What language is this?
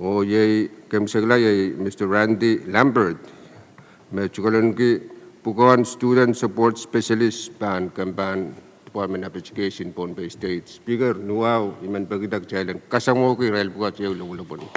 Pohnpeian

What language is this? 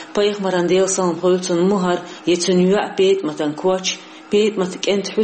Chechen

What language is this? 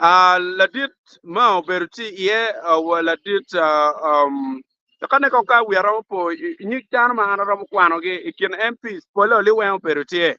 Acoli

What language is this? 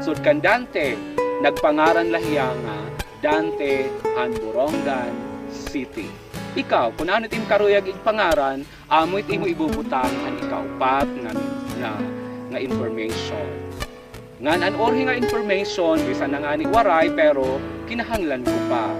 Waray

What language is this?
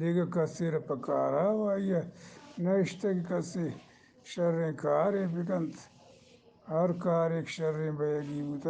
Eastern Balochi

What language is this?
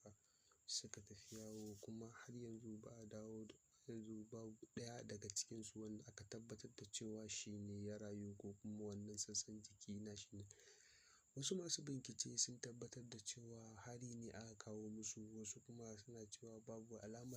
Hausa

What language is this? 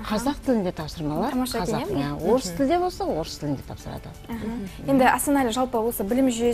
Kazakh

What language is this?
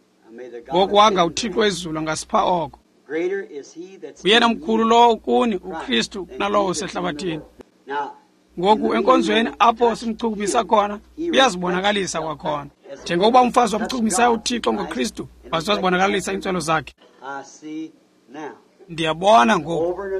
Xhosa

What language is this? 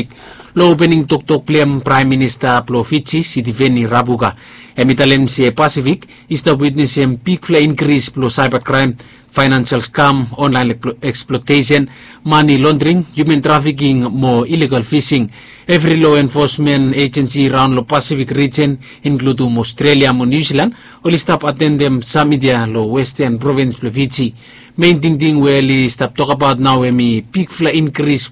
Bislama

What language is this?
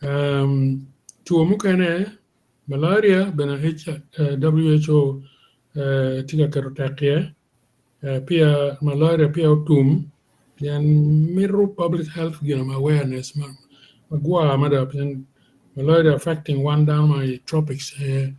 Acoli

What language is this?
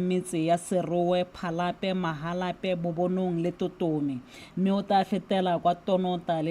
Tswana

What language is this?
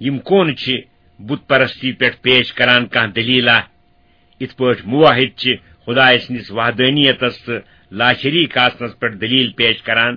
Kashmiri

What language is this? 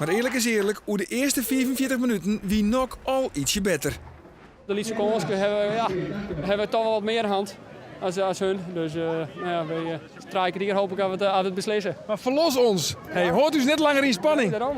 Western Frisian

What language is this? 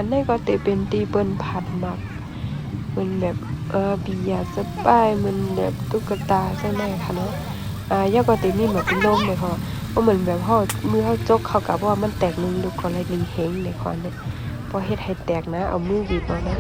Shan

